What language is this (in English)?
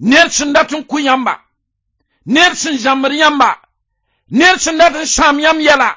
Mossi